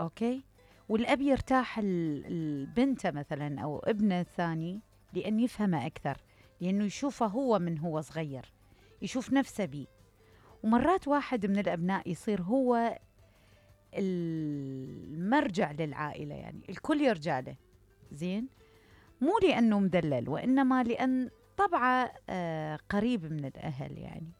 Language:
Mesopotamian Arabic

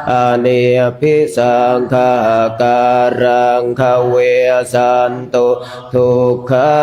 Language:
Pali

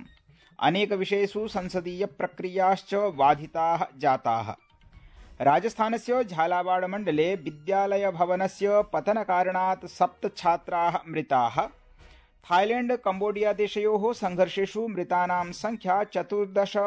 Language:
Sanskrit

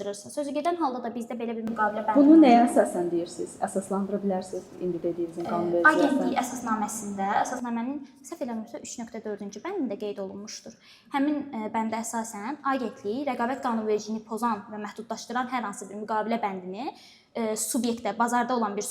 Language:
Azerbaijani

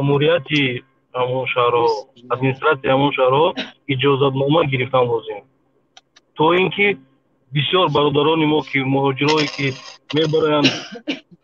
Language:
Tajik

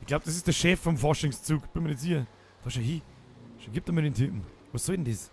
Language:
Bavarian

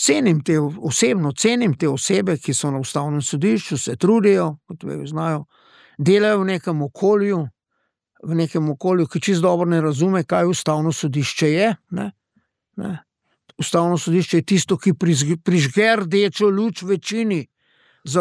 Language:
Slovenian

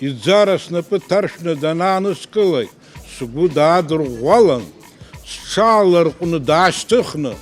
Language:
Abkhazian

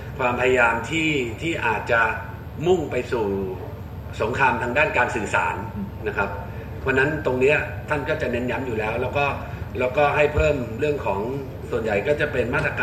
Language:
Thai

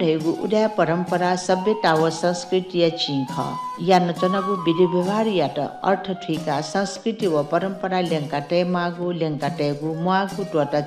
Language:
Newari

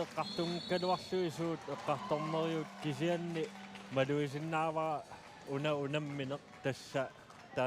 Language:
Kalaallisut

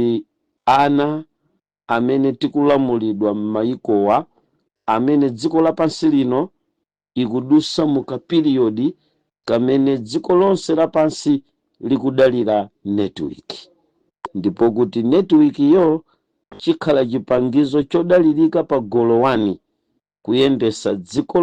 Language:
Nyanja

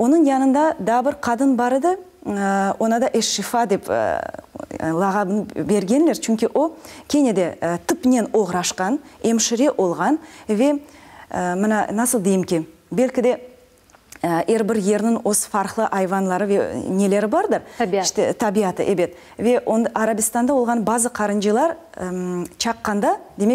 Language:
Crimean Tatar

